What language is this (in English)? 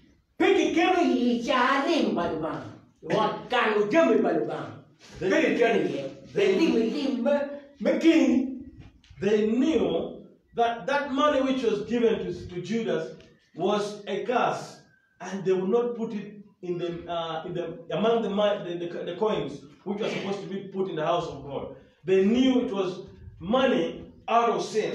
Acoli